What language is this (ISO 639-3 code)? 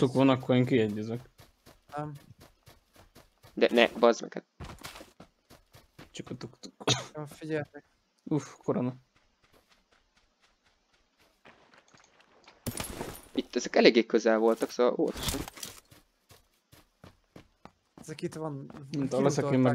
hun